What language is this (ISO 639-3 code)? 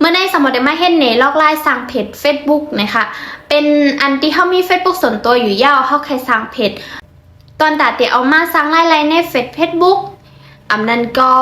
shn